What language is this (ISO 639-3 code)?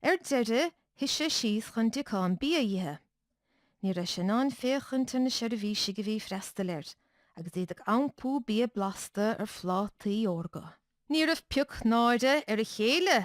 gle